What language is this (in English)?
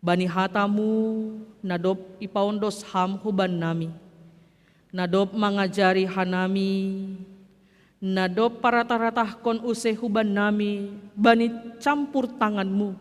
Batak Simalungun